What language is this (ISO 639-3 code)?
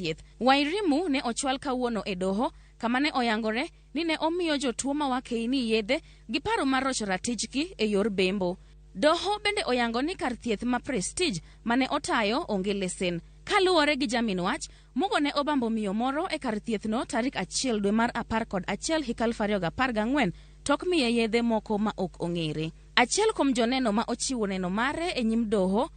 luo